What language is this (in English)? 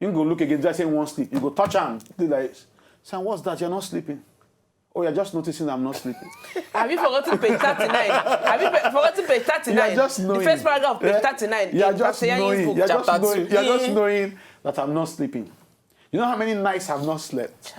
Nigerian Pidgin